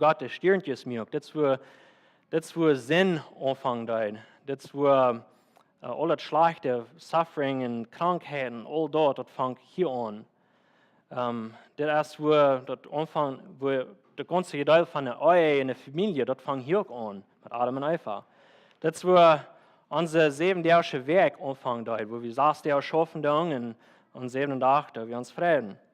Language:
Plautdietsch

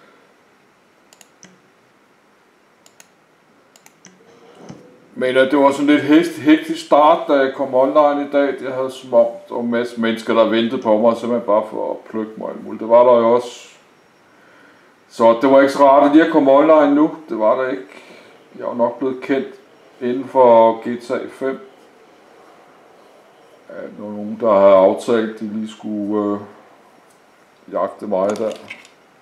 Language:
Danish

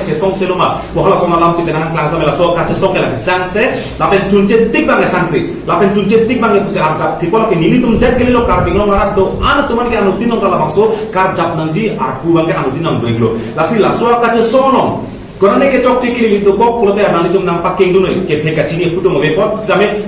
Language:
Karbi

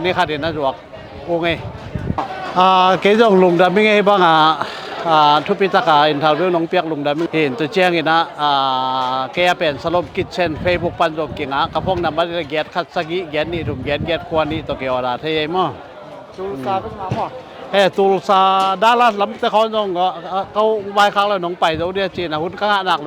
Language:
Tedim Chin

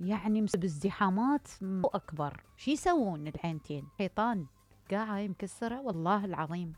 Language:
Mesopotamian Arabic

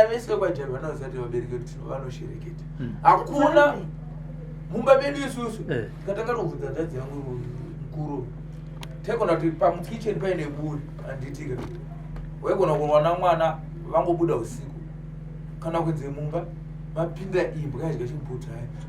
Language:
Shona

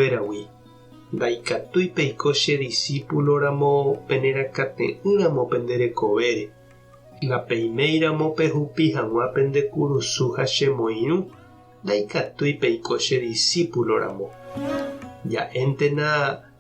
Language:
Guarani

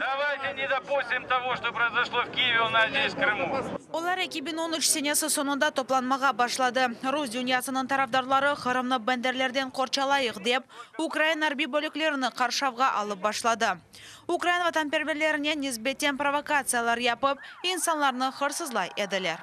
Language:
Crimean Tatar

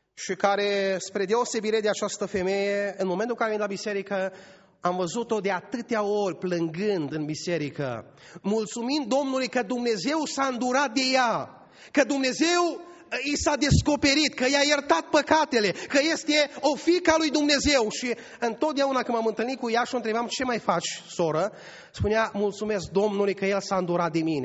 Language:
Romanian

